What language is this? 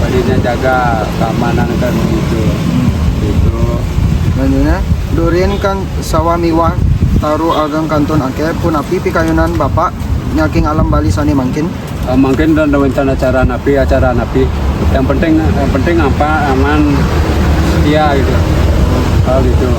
Balinese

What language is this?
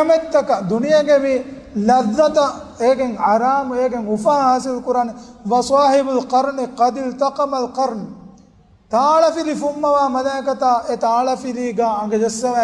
Divehi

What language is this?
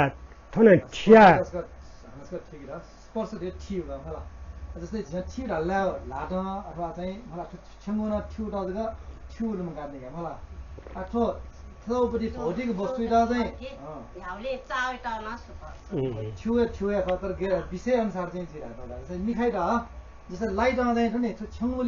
Newari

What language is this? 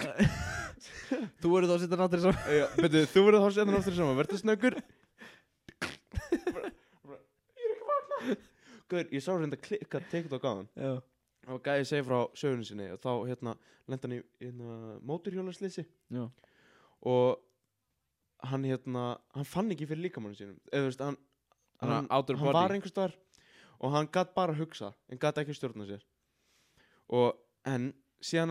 Icelandic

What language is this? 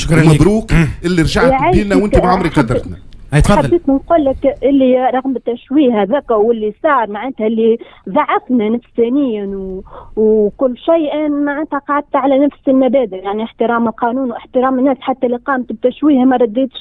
Tunisian Arabic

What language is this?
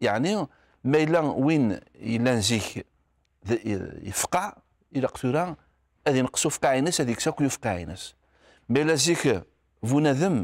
Kabyle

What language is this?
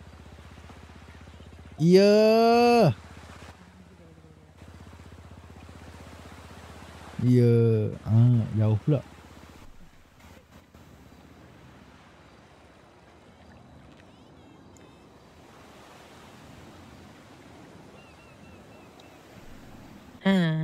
Malay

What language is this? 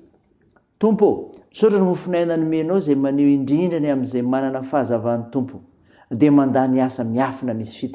Malagasy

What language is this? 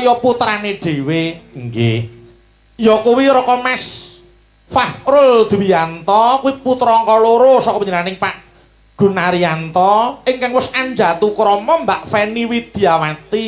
Javanese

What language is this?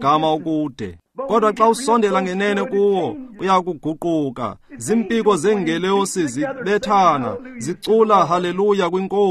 Xhosa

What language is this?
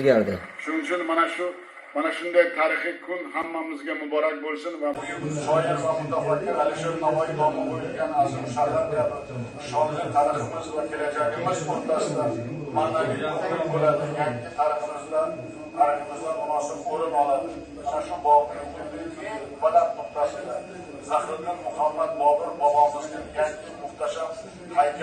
Uzbek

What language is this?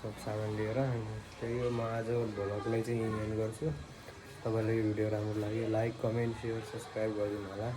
Nepali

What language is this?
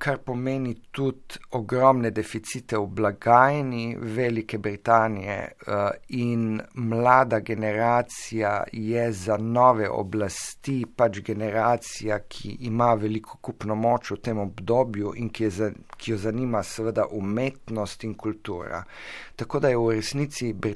Slovenian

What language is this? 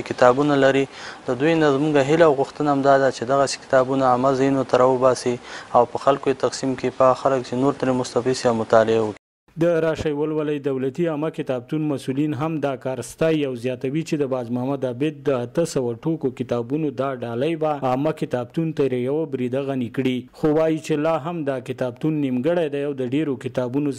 Pashto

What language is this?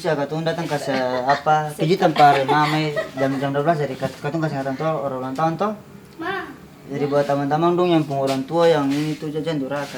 Ambonese Malay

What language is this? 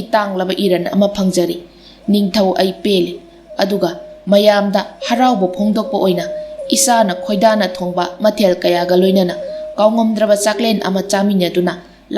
Manipuri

